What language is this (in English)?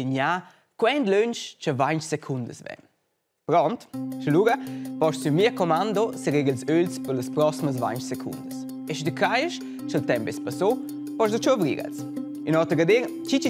Romansh